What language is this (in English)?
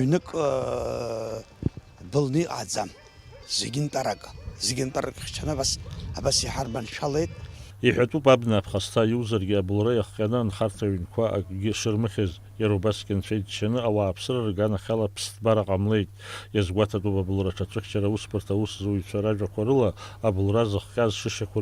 Abkhazian